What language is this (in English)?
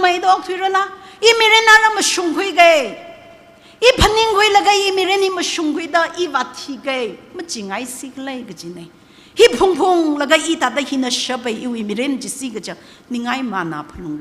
Tangkhul Naga (India)